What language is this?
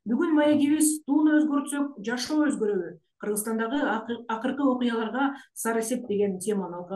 Kyrgyz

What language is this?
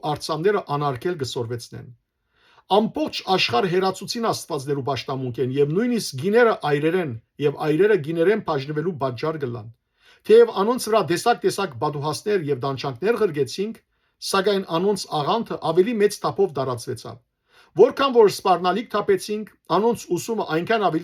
Western Armenian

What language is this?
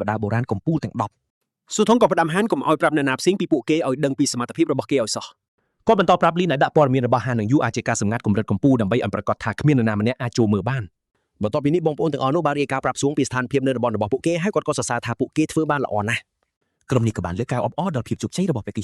Khmer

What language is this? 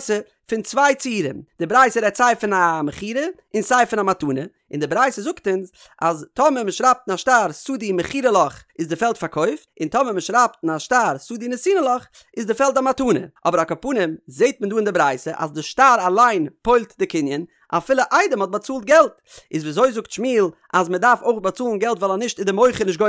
Yiddish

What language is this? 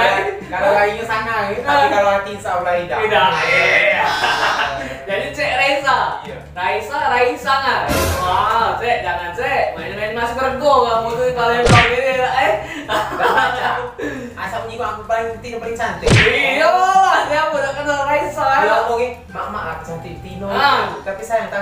Musi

